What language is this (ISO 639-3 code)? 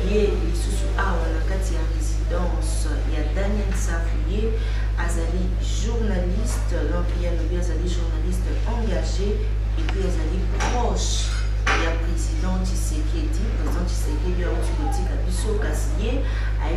lin